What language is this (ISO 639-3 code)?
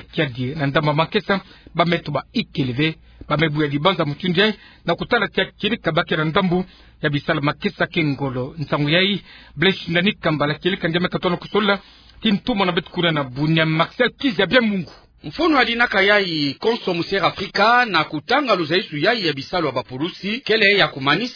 ktu